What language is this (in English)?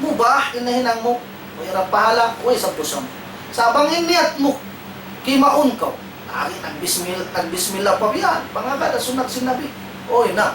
Tausug